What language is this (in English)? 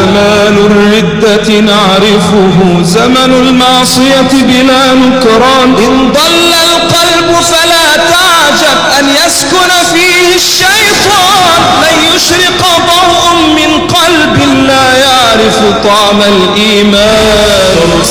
Arabic